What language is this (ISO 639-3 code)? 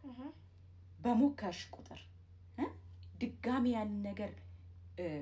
amh